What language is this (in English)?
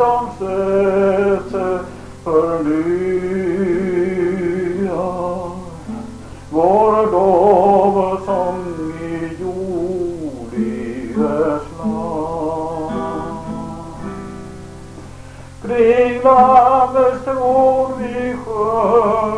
Swedish